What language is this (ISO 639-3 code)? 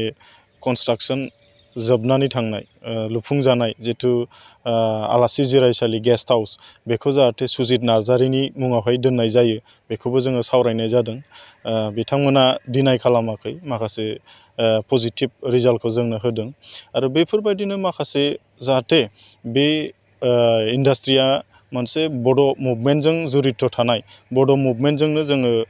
brx